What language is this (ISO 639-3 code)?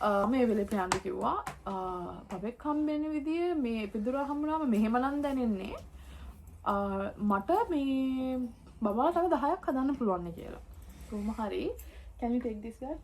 sin